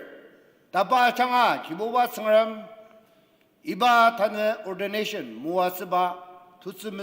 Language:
Ao Naga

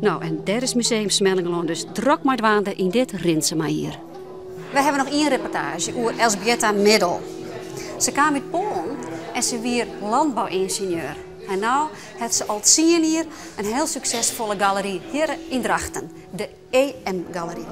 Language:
Western Frisian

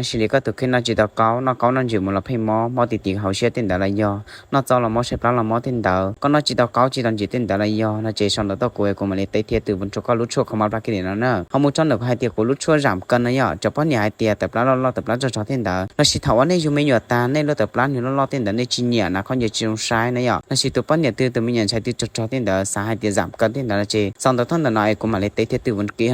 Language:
Hmong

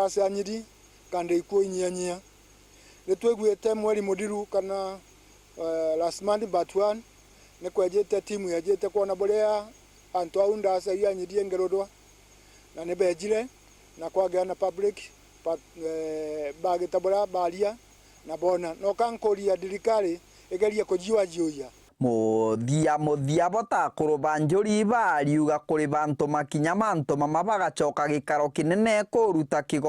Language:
Meru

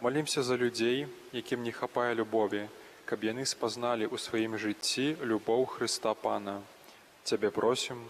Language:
Belarusian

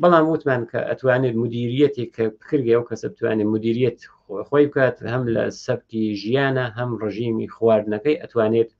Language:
Central Kurdish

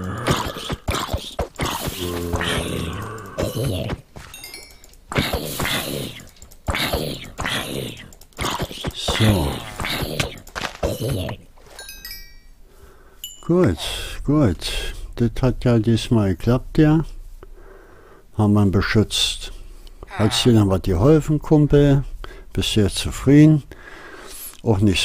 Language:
German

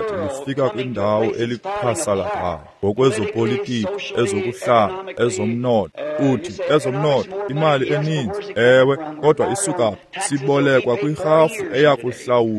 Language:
Xhosa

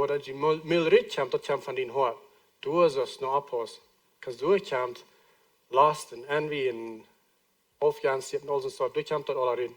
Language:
Plautdietsch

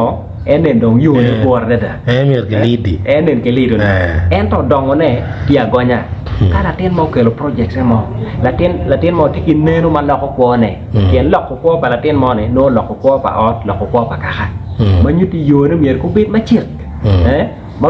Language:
Acoli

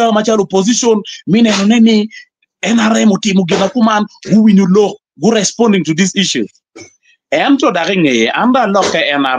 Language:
Acoli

